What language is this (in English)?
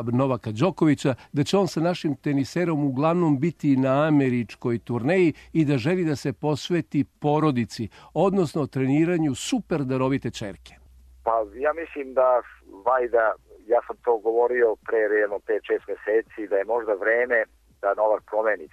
Serbian